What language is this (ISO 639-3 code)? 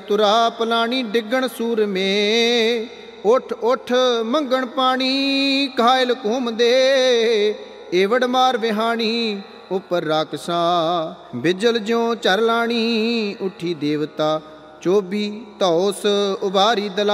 pan